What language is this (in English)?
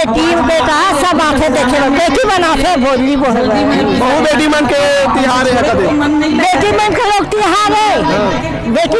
Chhattisgarhi